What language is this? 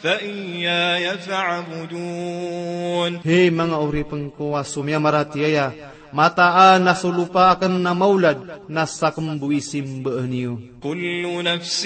Maranao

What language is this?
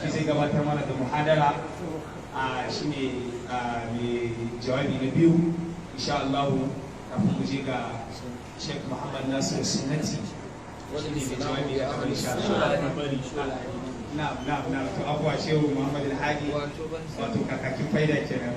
Hausa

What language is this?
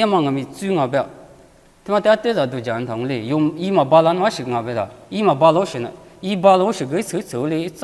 Lisu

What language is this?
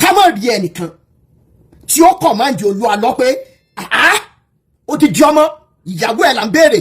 Yoruba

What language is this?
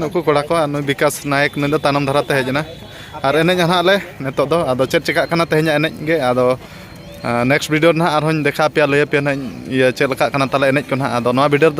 Santali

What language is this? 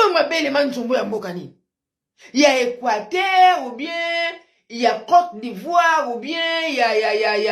Lingala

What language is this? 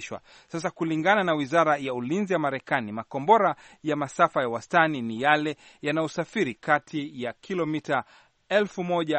Swahili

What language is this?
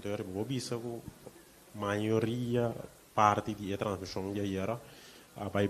Papiamento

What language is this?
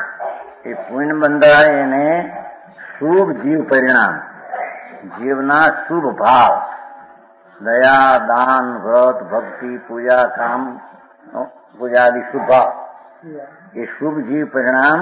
Gujarati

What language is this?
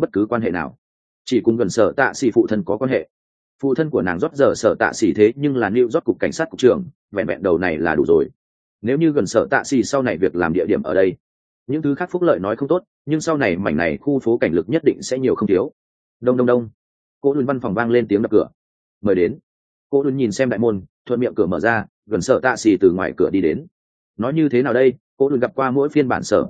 Vietnamese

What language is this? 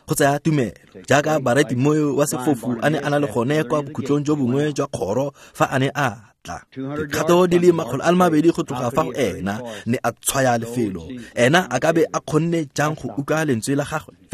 Tswana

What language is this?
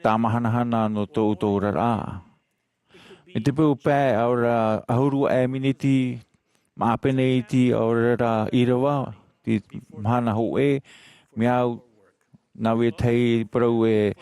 Tahitian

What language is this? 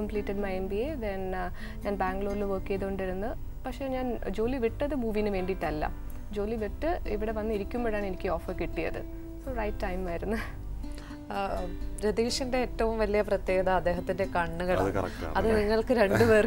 Malayalam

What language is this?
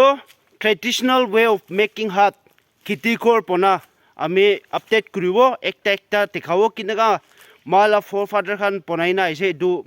Naga Pidgin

